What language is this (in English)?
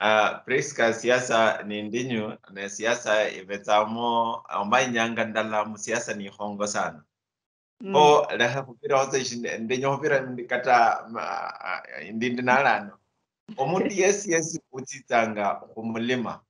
Luyia